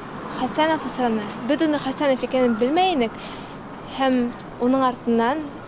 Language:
Bashkir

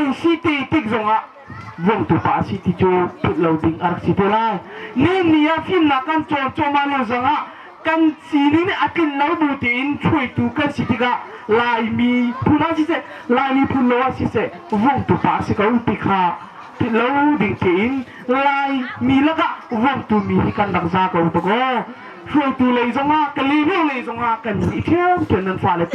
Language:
Hakha Chin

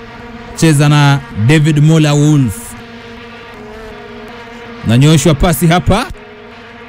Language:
Swahili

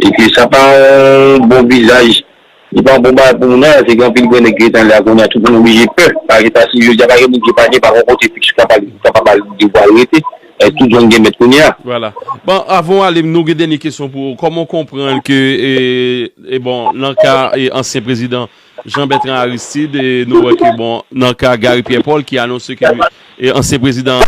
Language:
Haitian Creole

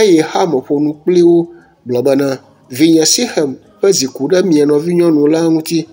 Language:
Ewe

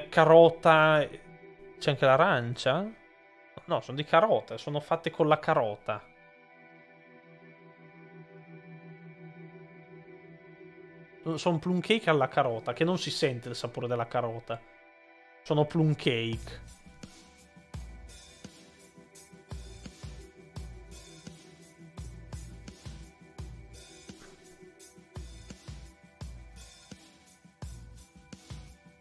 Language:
Italian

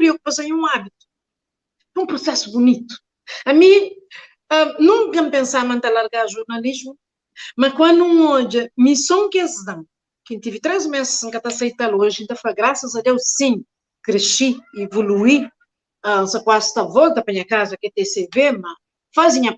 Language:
Kabuverdianu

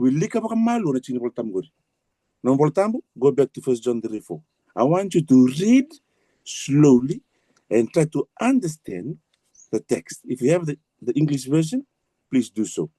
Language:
Fijian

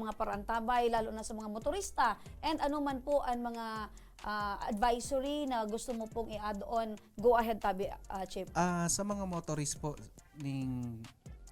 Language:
Bikol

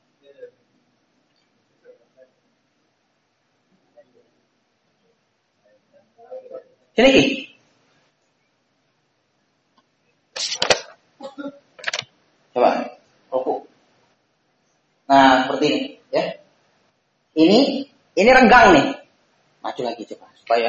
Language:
Indonesian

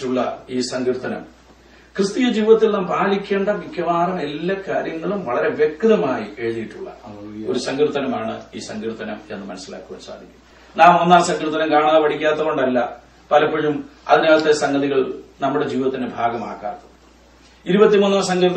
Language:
Malayalam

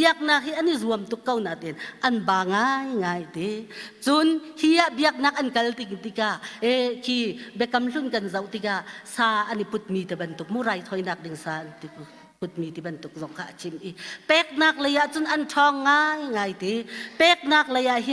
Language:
Hakha Chin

